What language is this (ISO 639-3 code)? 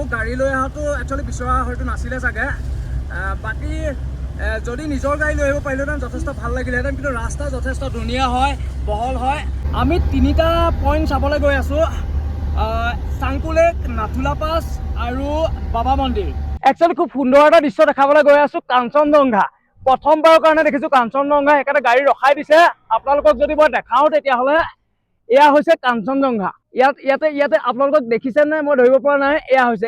asm